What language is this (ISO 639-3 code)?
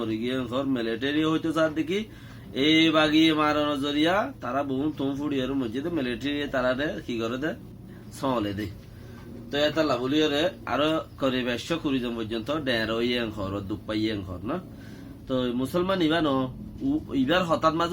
rhg